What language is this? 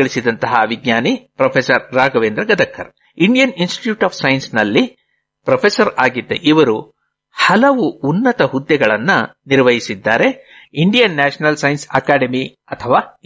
Kannada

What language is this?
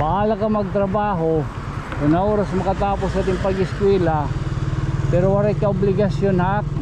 Waray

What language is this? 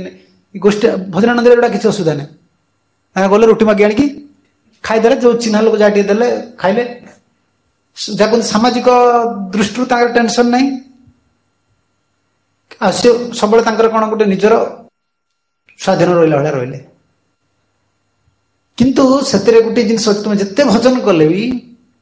Odia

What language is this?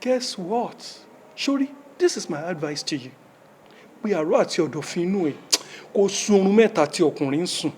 Yoruba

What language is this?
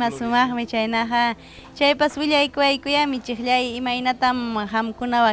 Ayacucho Quechua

